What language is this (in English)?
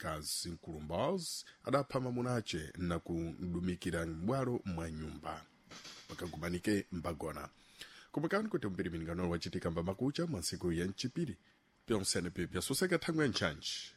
Sena